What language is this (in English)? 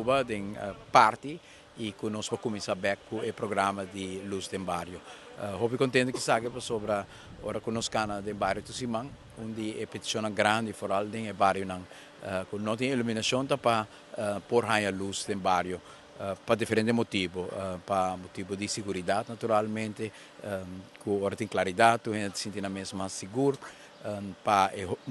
Papiamento